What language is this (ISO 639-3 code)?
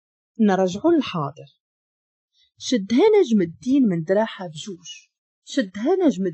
ary